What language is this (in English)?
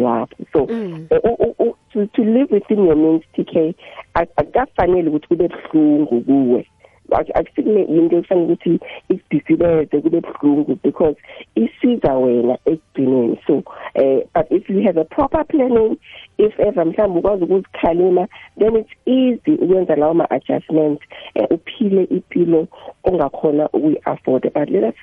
South Ndebele